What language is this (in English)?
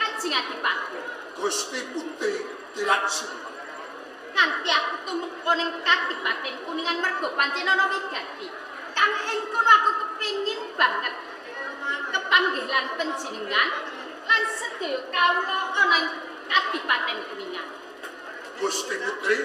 Javanese